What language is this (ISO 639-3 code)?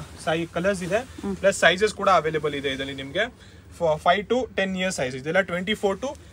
kan